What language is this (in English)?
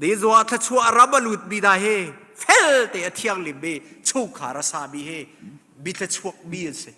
Hakha Chin